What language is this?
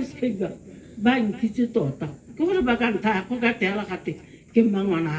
Tswana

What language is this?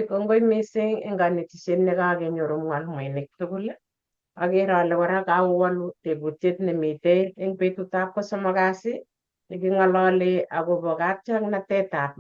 Kalenjin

